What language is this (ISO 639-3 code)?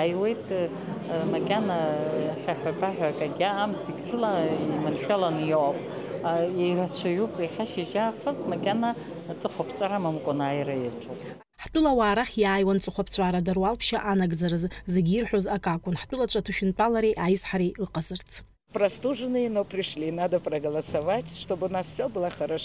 abk